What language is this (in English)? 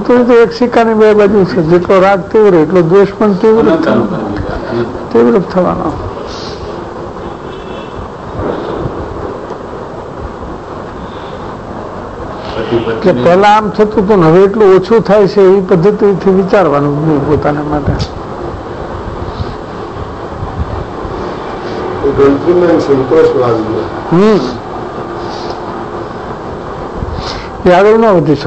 Gujarati